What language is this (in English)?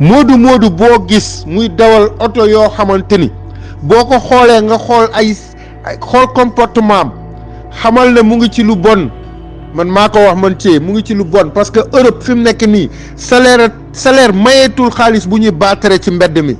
Wolof